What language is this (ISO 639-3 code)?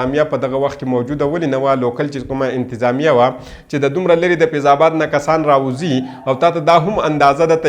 pus